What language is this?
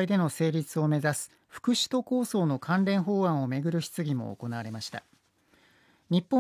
Japanese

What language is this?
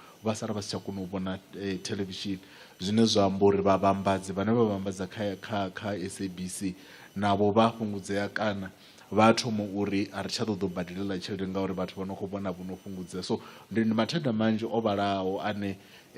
Venda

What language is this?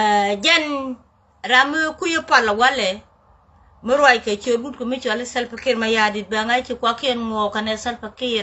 Nuer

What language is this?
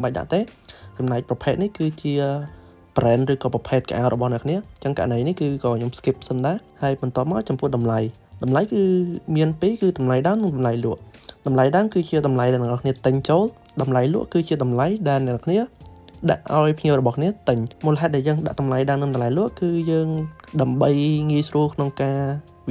Khmer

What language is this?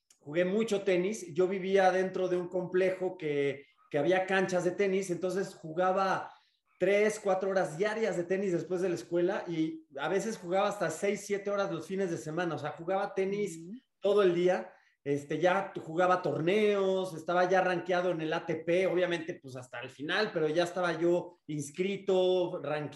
Spanish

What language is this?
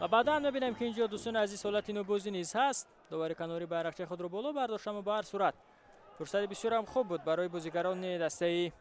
Tajik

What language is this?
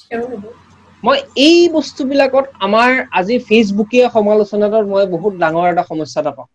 Assamese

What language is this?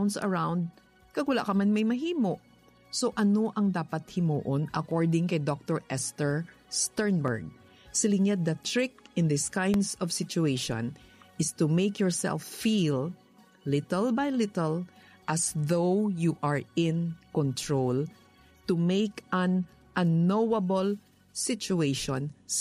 Hiligaynon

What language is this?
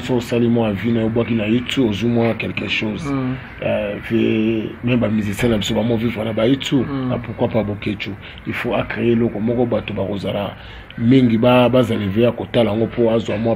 Lingala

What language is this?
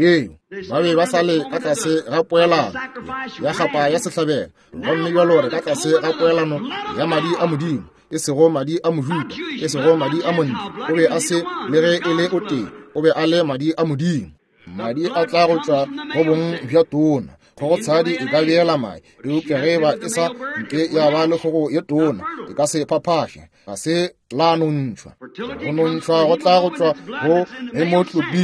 Northern Sotho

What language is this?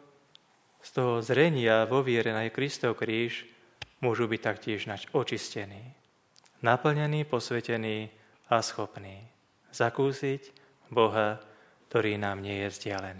Slovak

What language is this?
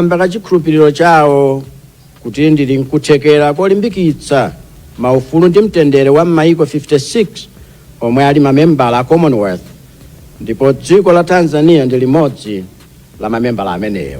Nyanja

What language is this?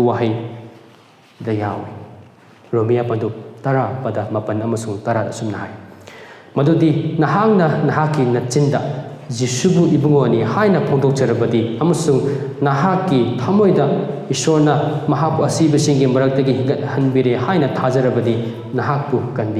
Manipuri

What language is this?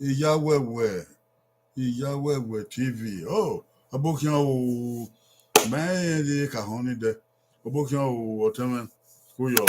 Bini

